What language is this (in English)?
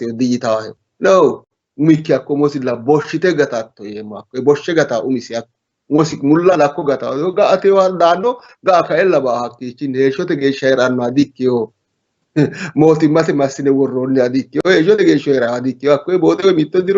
Sidamo